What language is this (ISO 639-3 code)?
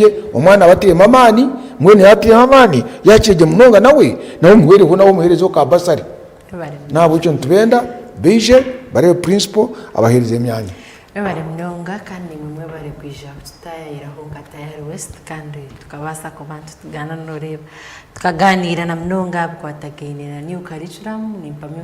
nyn